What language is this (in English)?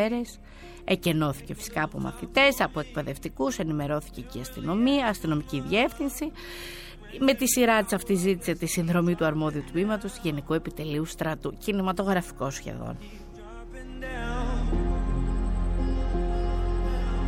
Greek